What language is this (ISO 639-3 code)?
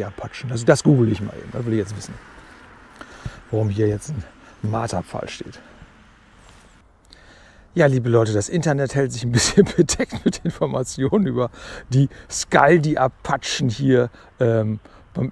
deu